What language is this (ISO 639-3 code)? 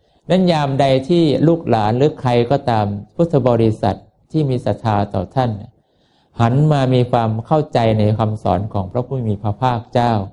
tha